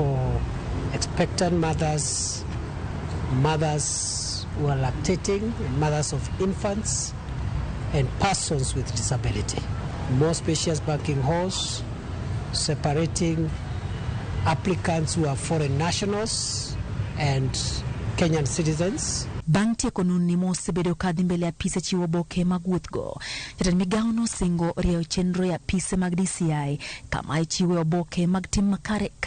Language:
Luo (Kenya and Tanzania)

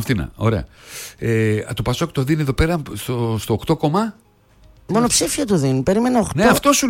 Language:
Greek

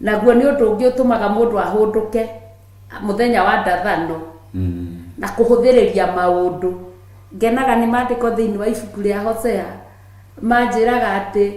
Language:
Kikuyu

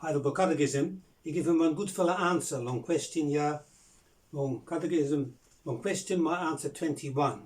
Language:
Bislama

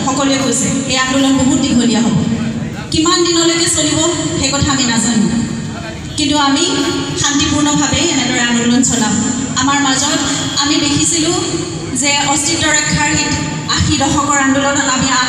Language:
Assamese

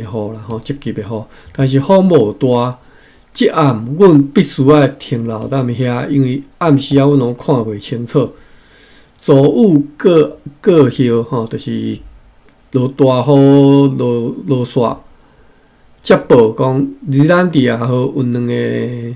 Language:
Min Nan Chinese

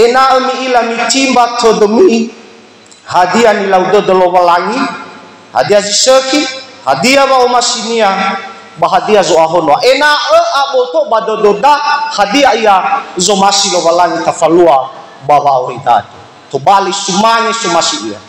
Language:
Nias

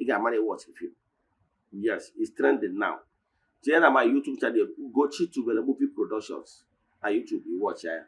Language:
Igbo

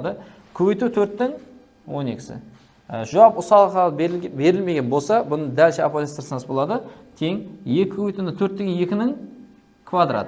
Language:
Kara-Kalpak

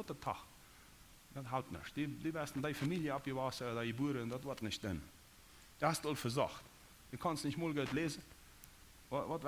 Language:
Plautdietsch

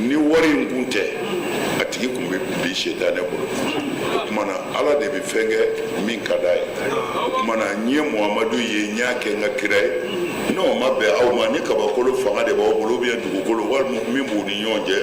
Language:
Bambara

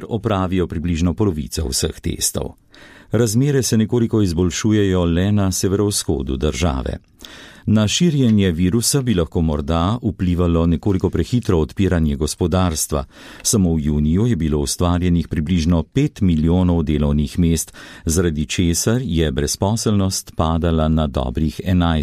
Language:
Slovenian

